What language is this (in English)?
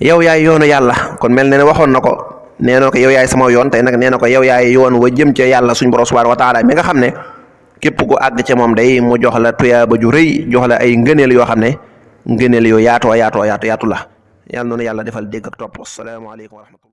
Wolof